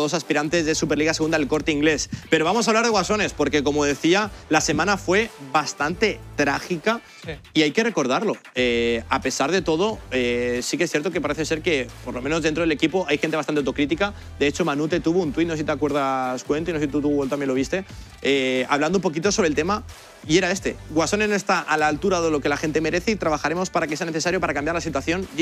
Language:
Spanish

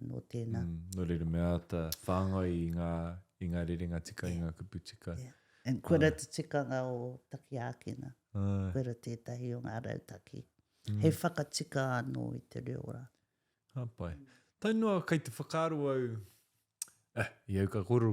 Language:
Māori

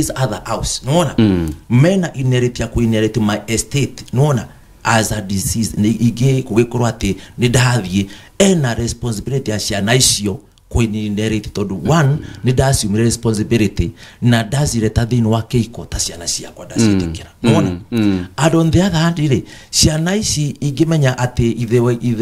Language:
Kikuyu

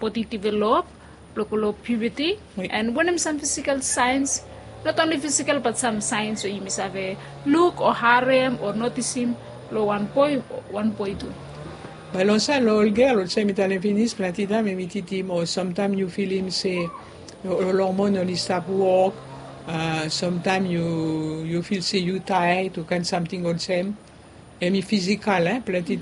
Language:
Bislama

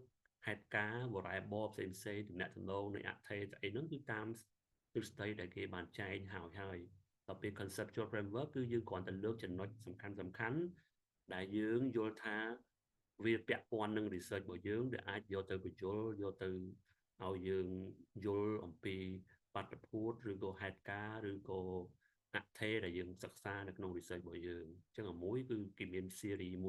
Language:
Khmer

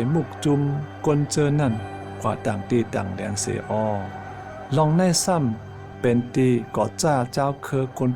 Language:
Shan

